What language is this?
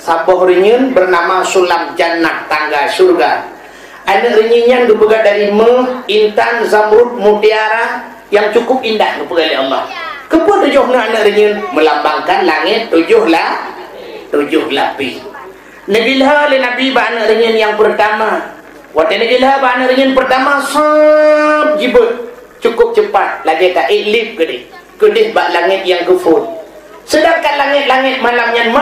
Achinese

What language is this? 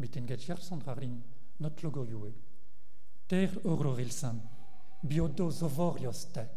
Breton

